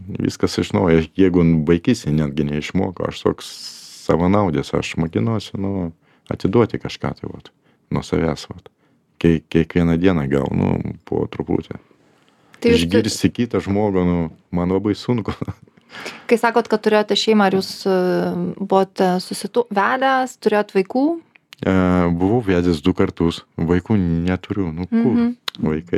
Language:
Lithuanian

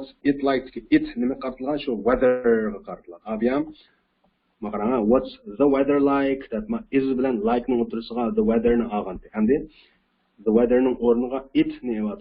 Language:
Uyghur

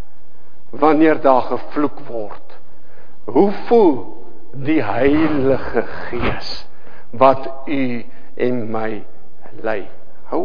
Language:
Afrikaans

